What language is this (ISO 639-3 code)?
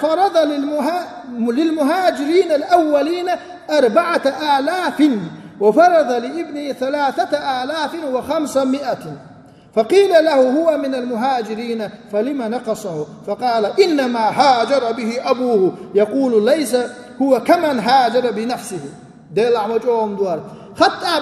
che